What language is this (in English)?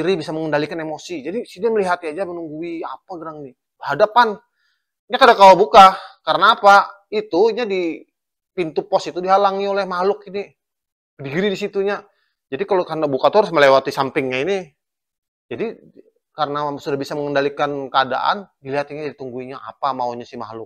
Banjar